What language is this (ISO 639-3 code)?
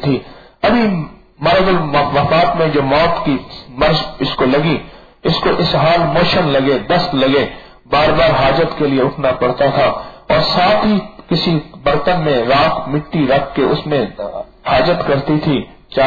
urd